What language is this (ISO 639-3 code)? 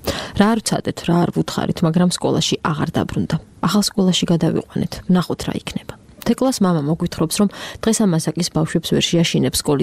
kat